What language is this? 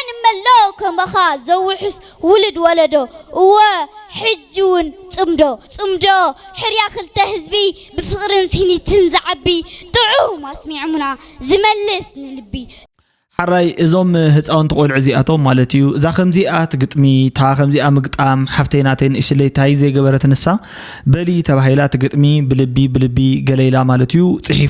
Tigrinya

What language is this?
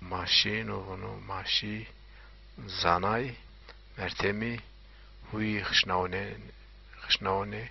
Zaza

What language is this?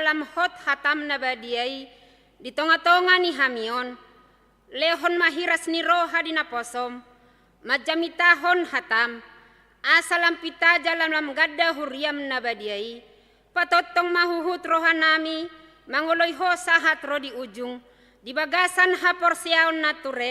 Batak Toba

